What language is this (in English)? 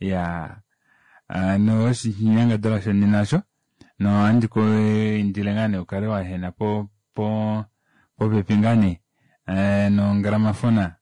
Kuanyama